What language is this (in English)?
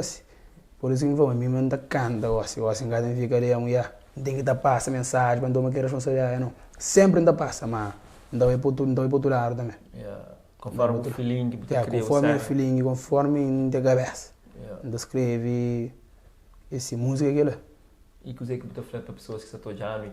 Kabuverdianu